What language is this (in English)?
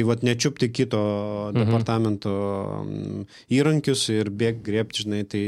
Lithuanian